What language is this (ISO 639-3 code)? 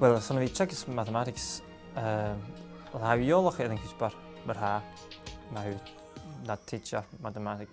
gla